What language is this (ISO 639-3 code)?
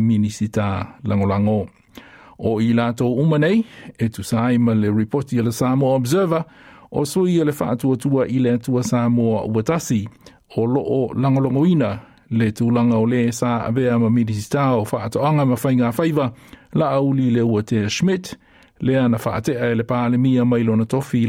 smo